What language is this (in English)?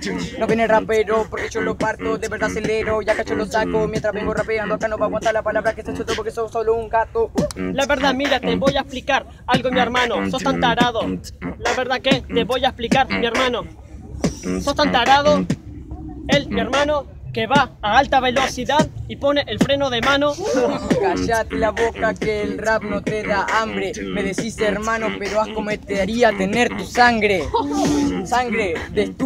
Spanish